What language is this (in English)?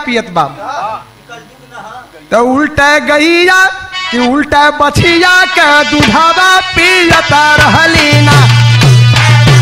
Bhojpuri